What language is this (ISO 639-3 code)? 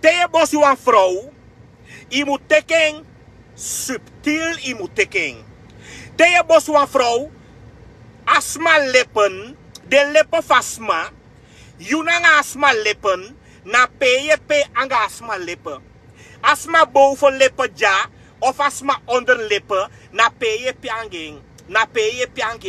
srn